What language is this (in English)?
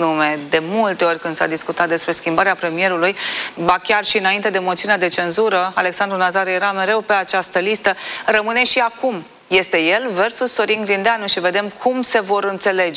Romanian